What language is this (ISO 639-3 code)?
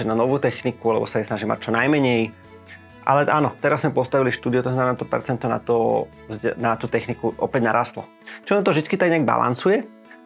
slk